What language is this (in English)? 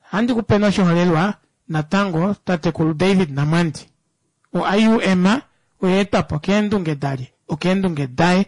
Kuanyama